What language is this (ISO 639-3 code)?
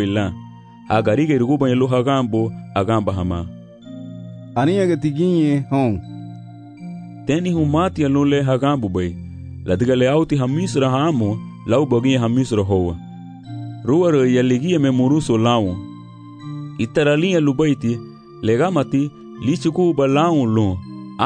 cab